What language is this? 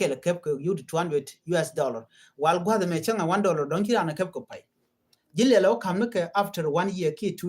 Nuer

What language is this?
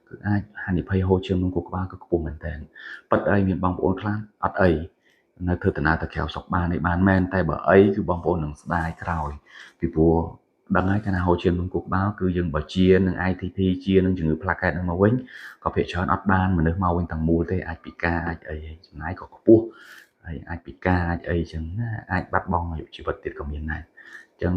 Khmer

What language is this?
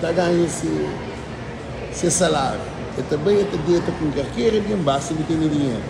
Kabuverdianu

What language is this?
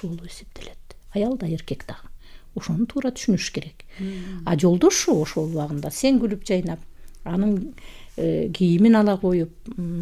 Kyrgyz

